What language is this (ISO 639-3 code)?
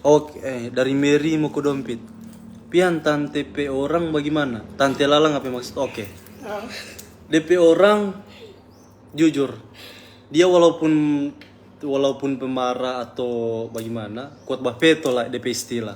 xmm